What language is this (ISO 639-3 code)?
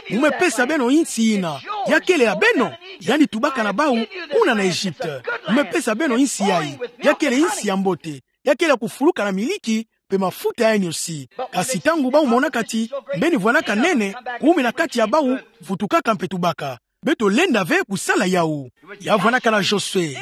ktu